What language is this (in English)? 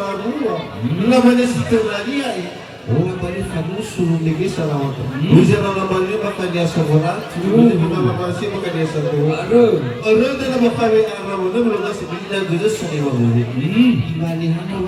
Nias